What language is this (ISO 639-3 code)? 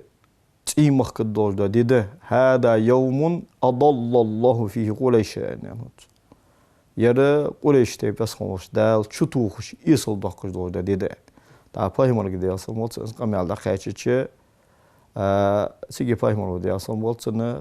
inh